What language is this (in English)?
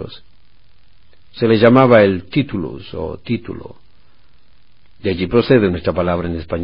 Spanish